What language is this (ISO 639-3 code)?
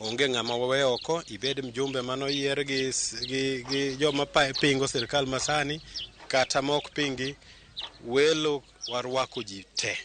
luo